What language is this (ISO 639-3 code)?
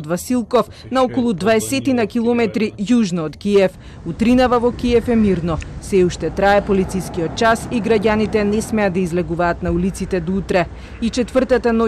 mkd